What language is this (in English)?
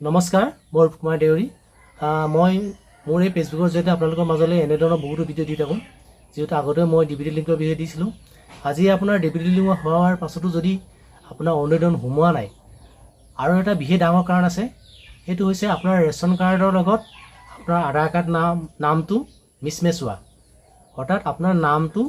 Assamese